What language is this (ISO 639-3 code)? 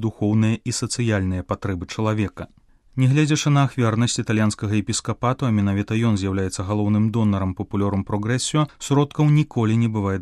bel